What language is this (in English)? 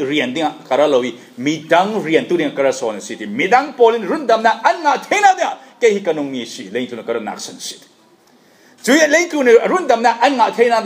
Falam Chin